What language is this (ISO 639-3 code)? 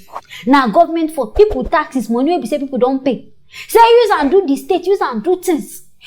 pcm